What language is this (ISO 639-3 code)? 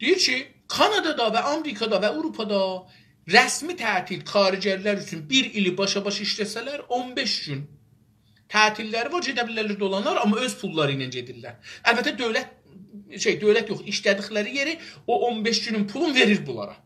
azb